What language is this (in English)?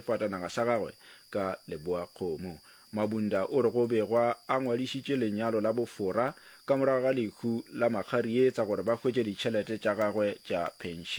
Northern Sotho